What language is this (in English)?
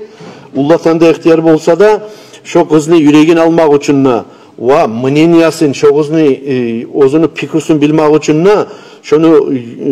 Kumyk